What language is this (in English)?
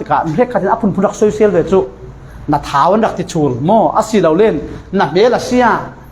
Falam Chin